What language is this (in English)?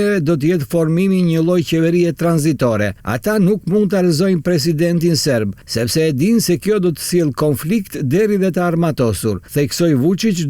Albanian